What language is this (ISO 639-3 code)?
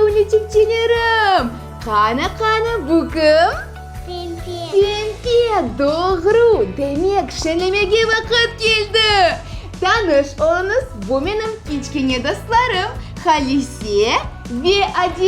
crh